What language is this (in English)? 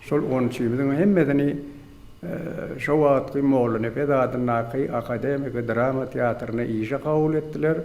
Turkmen